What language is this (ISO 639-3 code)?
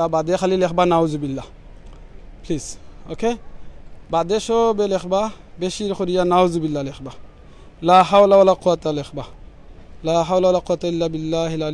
syl